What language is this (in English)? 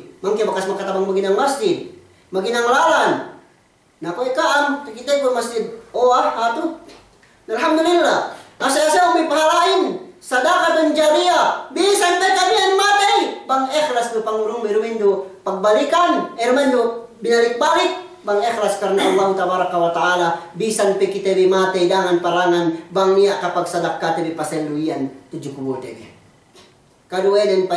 Yakan